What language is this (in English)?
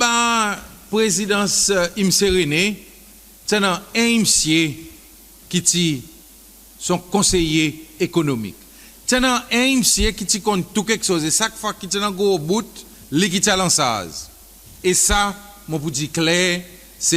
Seselwa Creole French